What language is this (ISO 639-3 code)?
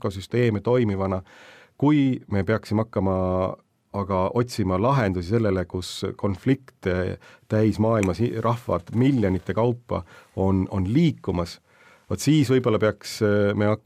est